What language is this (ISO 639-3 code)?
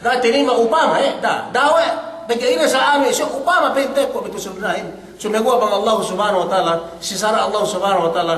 yka